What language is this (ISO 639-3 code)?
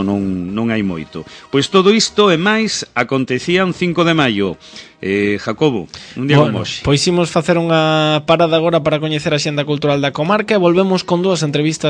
glg